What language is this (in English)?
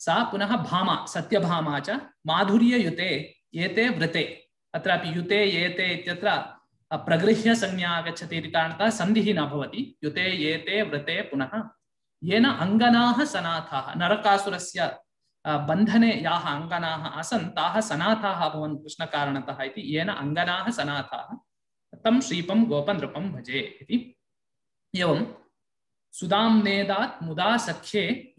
Sanskrit